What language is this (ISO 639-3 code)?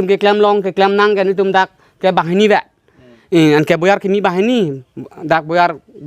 mjw